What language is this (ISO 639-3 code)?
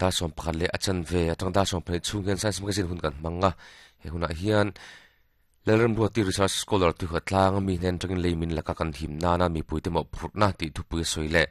lus